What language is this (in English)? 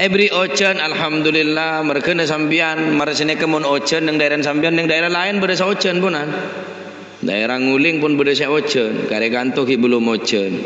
Madurese